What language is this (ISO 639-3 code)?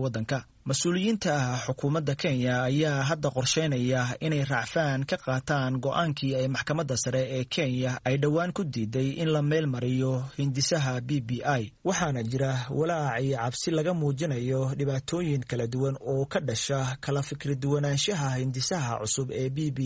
som